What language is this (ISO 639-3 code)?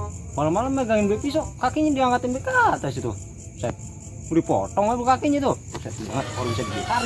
bew